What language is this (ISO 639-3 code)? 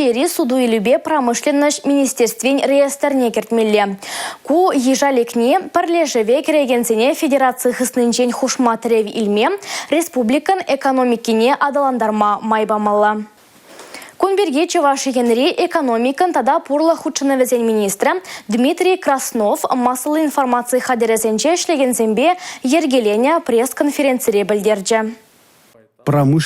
chv